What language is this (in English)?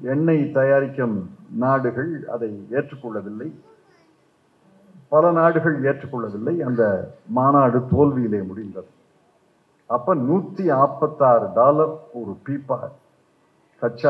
Tamil